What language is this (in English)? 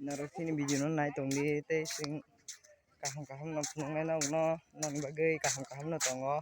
Kok Borok